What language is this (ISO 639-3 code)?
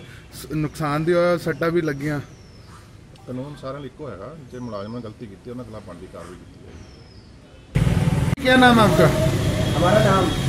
pan